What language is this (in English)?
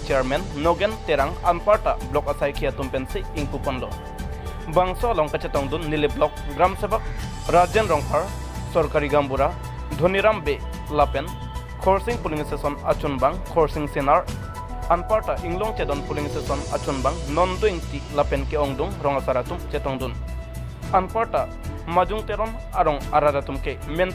Karbi